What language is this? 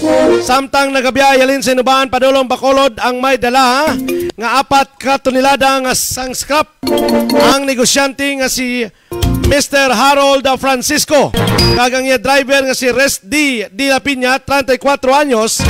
Hiligaynon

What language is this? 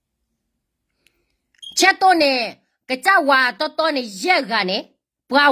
S'gaw Karen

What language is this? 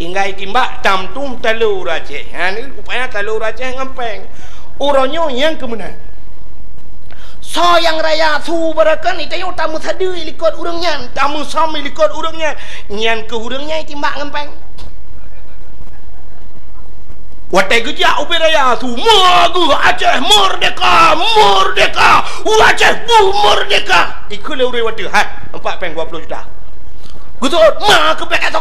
Achinese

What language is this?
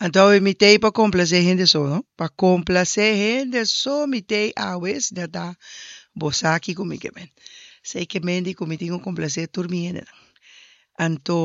Papiamento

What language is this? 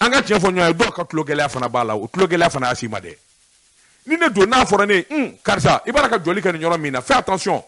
Bambara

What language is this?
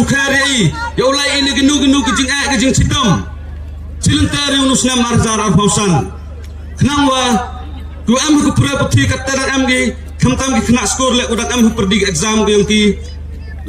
Khasi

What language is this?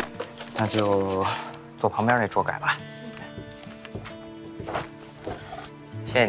Chinese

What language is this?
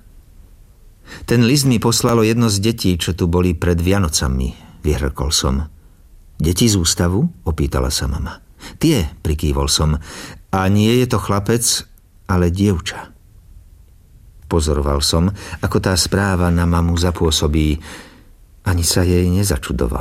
Slovak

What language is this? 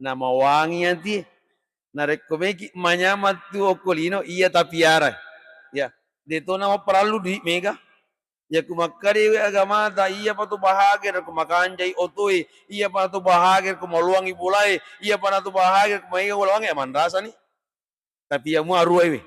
Buginese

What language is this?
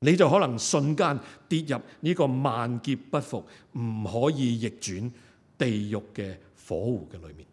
Cantonese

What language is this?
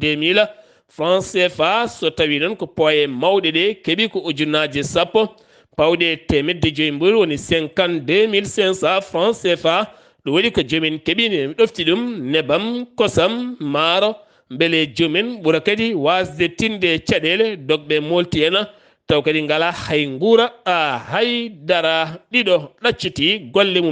Fula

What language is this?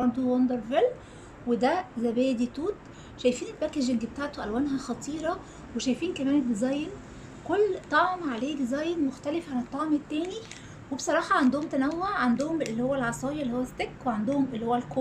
Egyptian Arabic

